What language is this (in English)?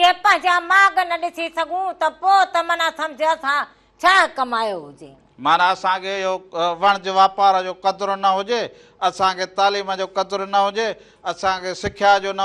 Sindhi